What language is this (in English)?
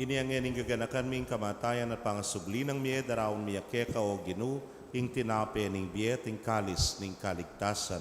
Pampanga